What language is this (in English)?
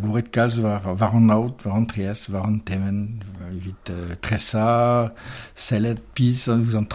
Breton